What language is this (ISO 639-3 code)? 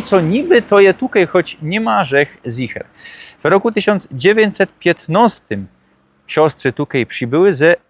szl